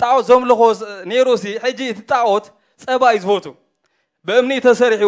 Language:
Tigrinya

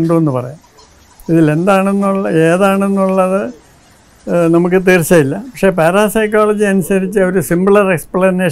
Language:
Malayalam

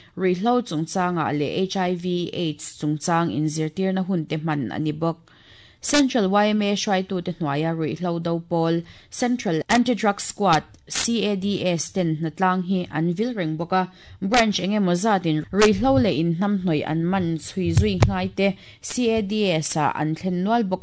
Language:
Mizo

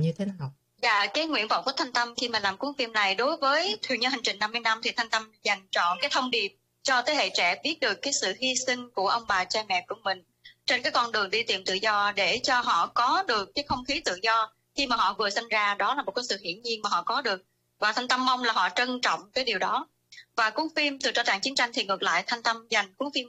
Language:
Vietnamese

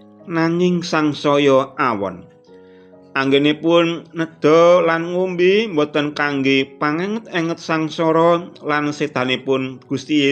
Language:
Javanese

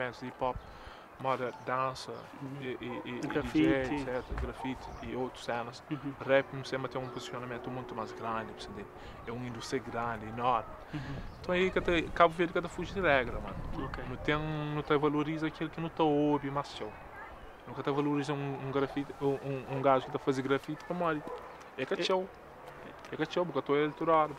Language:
Kabuverdianu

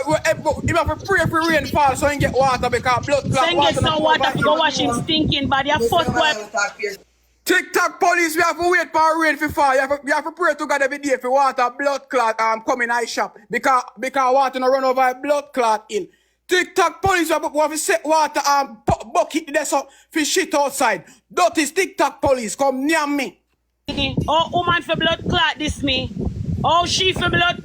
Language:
Jamaican Creole English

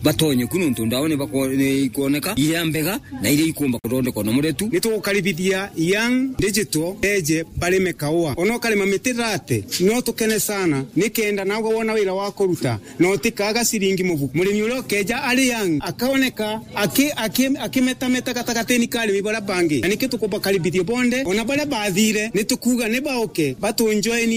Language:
Meru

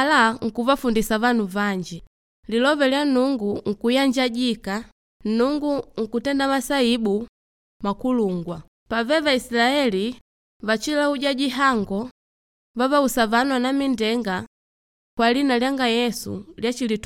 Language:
Makonde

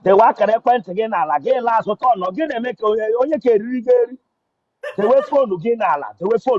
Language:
Igbo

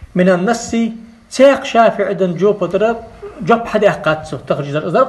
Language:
Ingush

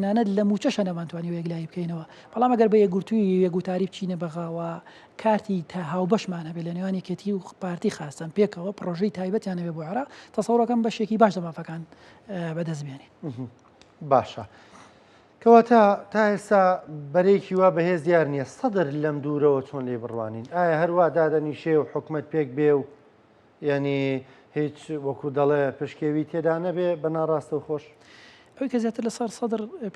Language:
Central Kurdish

